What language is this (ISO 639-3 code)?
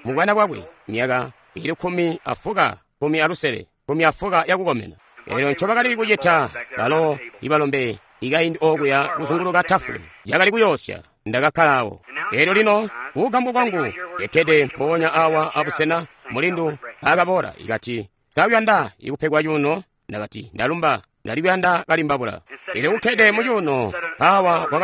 toi